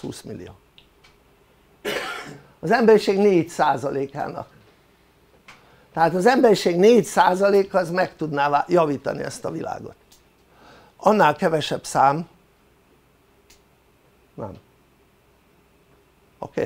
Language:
Hungarian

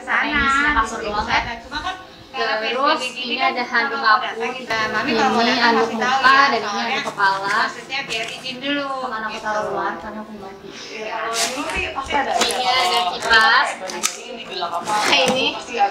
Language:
Indonesian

